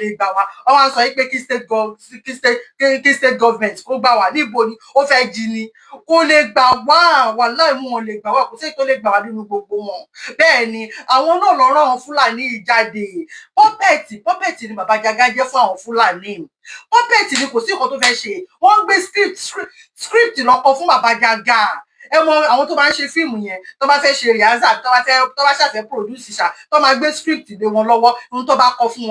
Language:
Yoruba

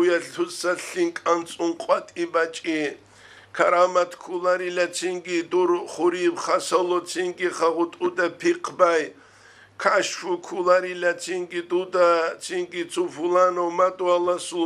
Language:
Avaric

